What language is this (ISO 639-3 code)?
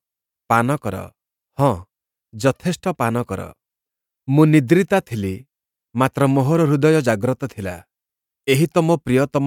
ori